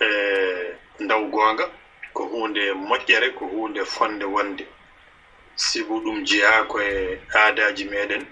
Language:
Fula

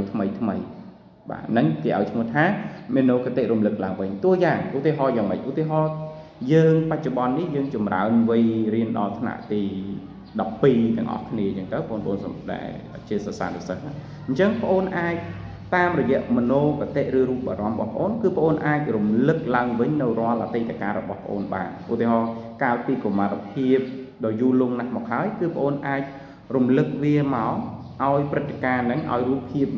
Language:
Khmer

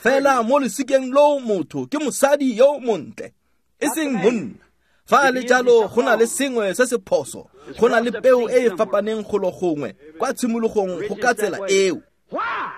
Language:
Tswana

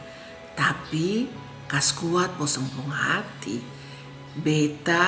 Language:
Kupang Malay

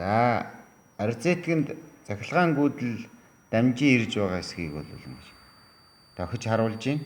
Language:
Mongolian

